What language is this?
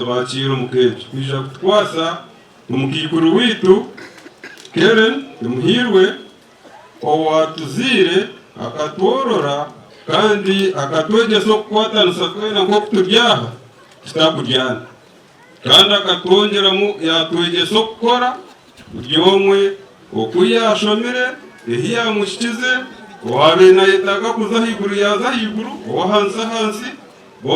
Nyankole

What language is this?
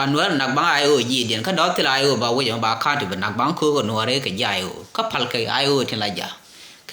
Nuer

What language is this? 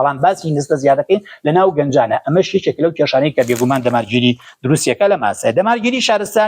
Central Kurdish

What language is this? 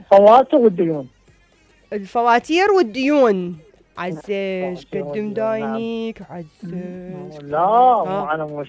Mesopotamian Arabic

